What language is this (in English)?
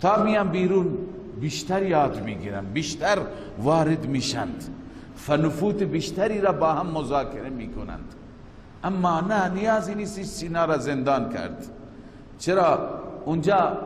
Persian